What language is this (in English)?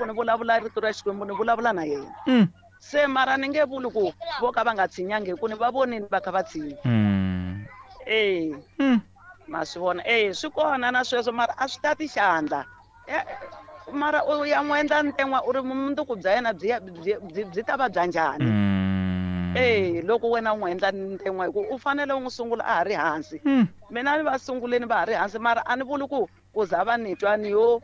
Tsonga